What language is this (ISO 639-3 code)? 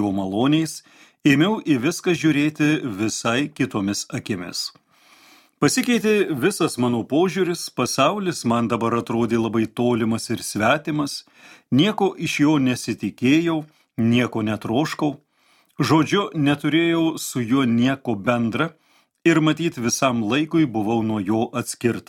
lit